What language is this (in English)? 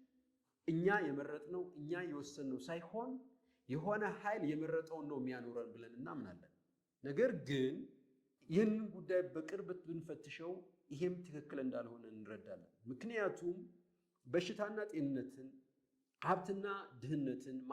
Amharic